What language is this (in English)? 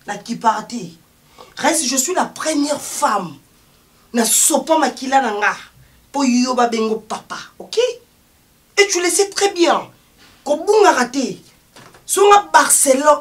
Lingala